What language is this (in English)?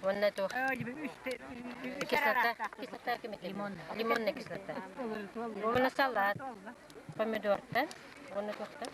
Yakut